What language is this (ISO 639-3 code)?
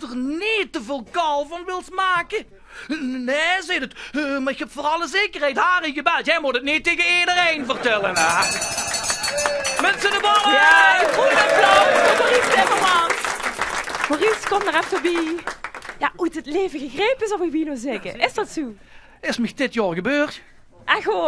lim